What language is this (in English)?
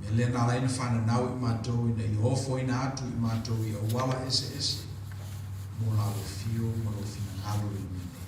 Samoan